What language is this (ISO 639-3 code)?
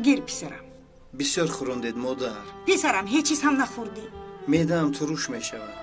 tgk